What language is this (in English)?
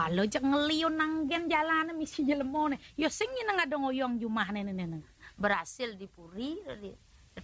Balinese